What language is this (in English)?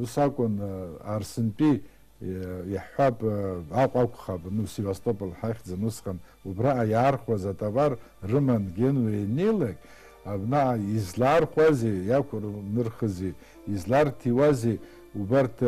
Abkhazian